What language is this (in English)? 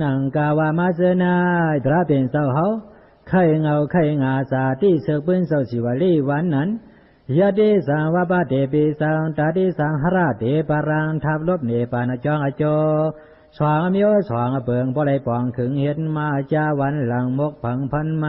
Shan